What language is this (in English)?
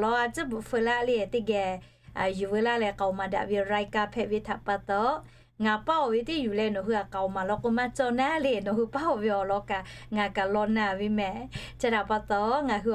Lahu